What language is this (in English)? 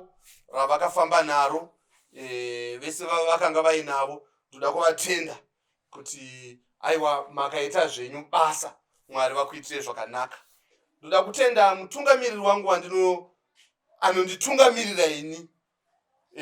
Shona